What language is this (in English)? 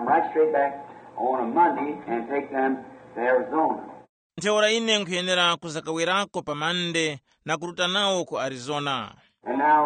Tumbuka